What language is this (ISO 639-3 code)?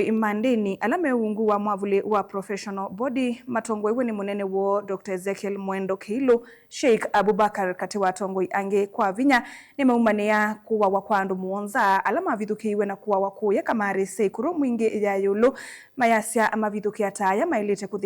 kam